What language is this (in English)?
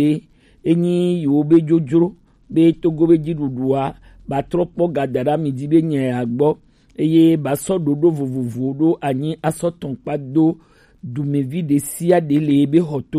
Gen